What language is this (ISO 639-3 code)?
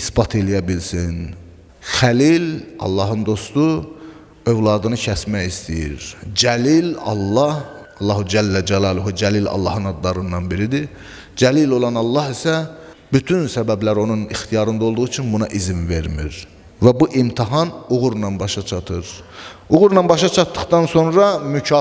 aze